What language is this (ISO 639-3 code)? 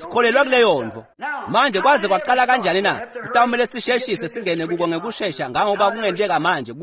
ssw